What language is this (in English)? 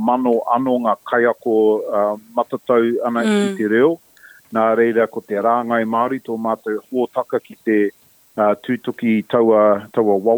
Māori